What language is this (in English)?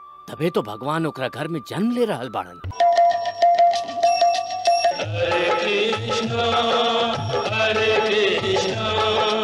Bhojpuri